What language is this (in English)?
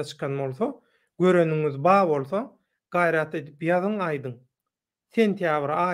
Turkmen